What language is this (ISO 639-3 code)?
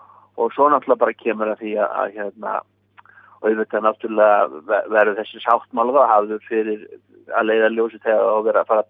isl